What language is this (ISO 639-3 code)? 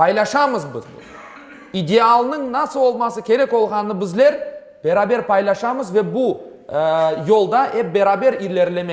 crh